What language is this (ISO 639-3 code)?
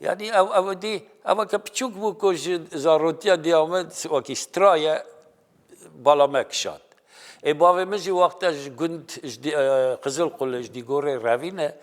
kur